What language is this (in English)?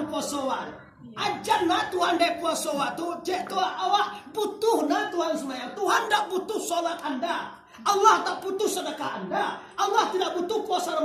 Minangkabau